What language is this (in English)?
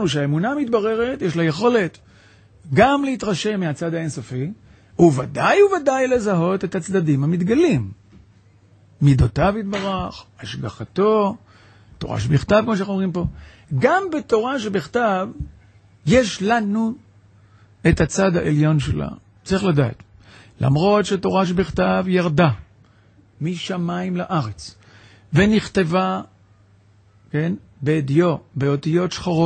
Hebrew